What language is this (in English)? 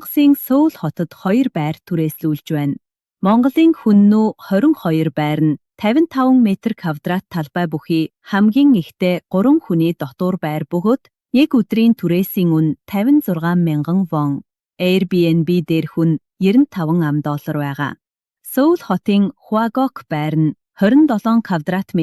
Mongolian